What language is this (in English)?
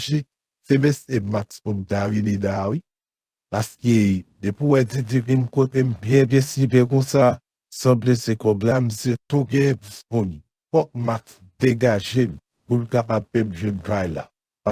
Haitian Creole